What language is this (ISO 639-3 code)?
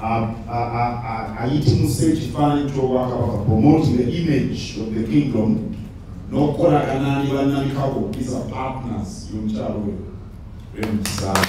lug